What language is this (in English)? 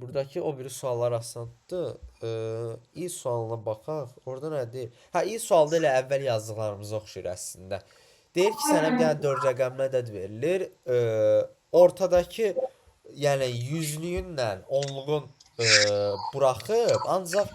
Azerbaijani